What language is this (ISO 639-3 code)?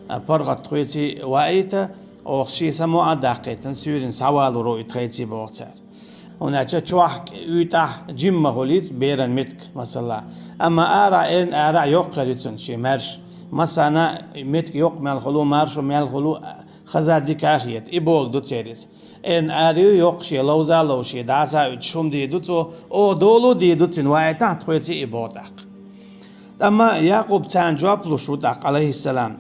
che